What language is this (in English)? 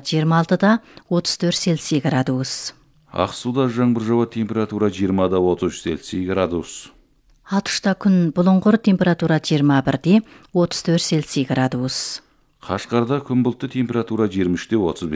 Kazakh